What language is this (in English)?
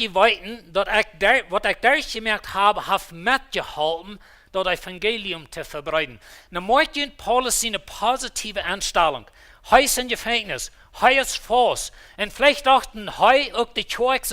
Plautdietsch